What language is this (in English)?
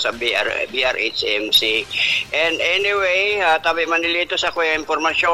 Bikol